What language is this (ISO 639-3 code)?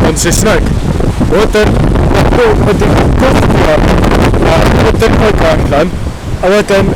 cym